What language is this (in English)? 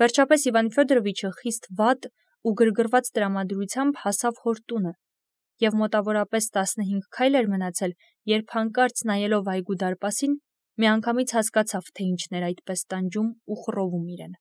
Armenian